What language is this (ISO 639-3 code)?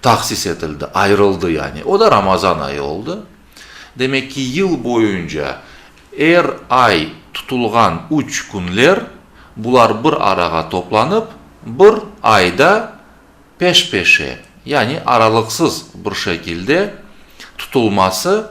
crh